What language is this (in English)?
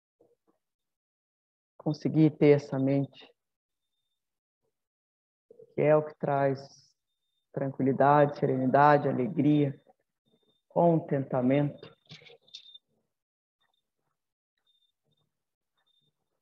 Portuguese